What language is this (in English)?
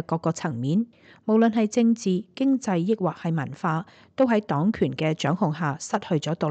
Cantonese